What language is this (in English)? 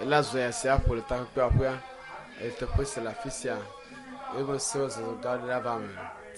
Ewe